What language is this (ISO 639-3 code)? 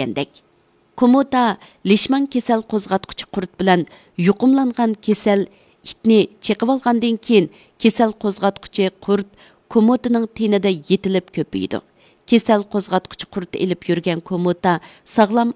uig